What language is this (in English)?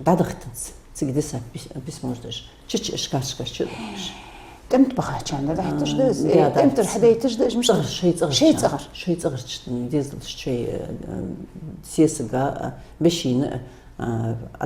Ingush